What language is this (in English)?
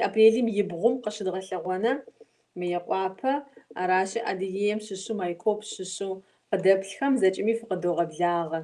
Kabardian